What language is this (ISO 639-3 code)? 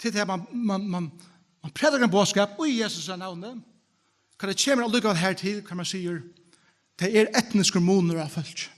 fao